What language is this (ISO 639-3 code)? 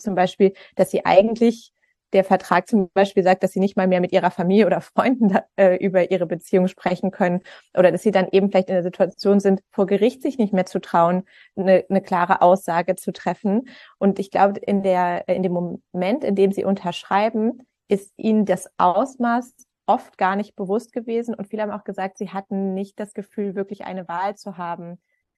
deu